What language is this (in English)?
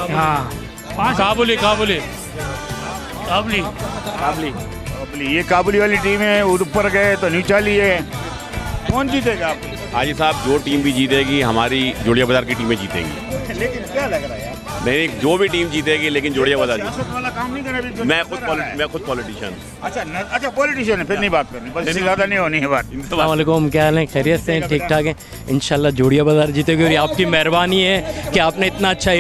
Hindi